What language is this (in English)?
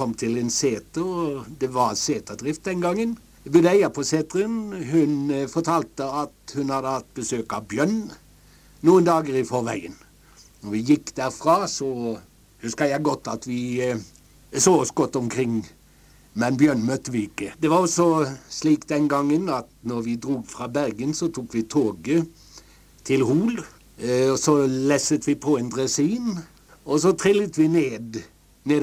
Norwegian